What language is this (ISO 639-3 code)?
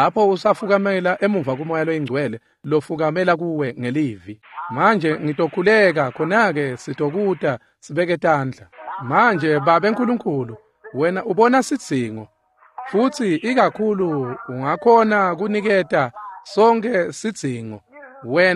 ssw